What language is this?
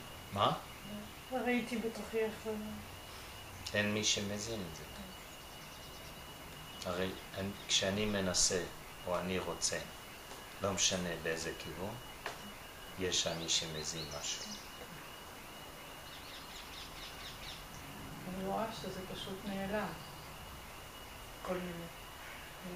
Hebrew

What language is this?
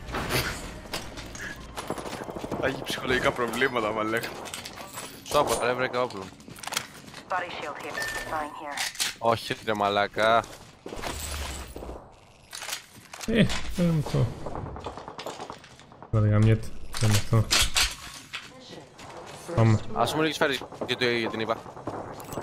Greek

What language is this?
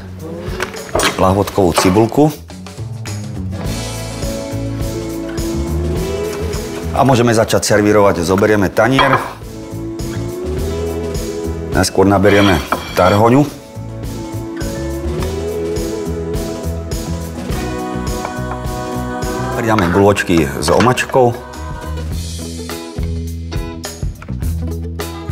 Slovak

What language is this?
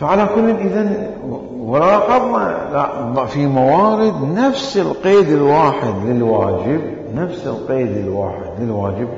Mesopotamian Arabic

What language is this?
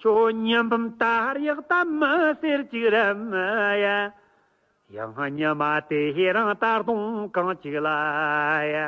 Tibetan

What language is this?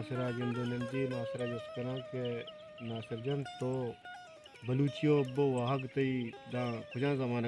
Baluchi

